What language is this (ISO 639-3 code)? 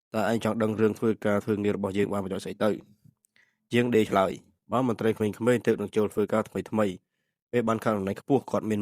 khm